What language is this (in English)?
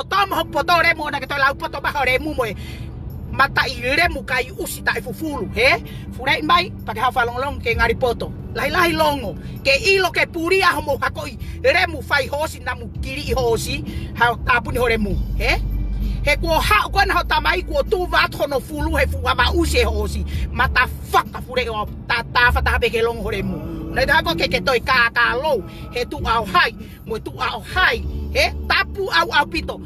Tongan